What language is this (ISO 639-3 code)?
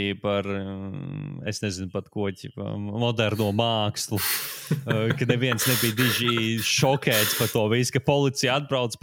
lav